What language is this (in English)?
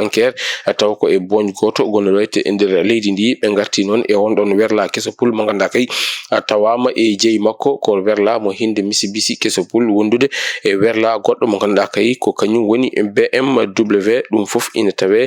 Fula